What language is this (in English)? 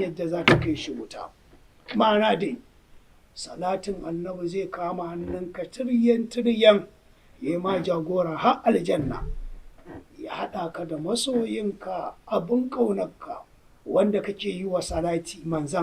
Hausa